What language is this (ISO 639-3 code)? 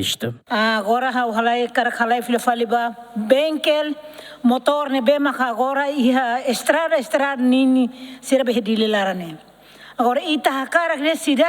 tet